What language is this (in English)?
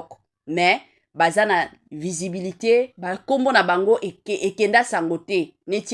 Lingala